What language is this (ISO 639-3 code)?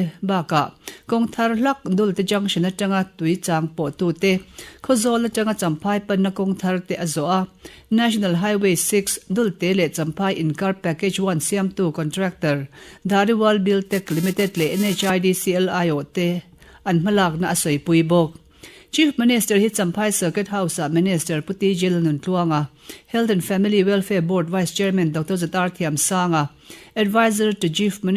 lus